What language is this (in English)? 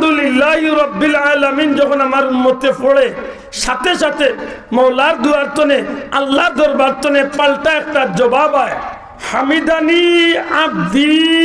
Sylheti